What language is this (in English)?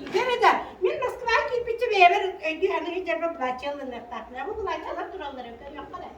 Yakut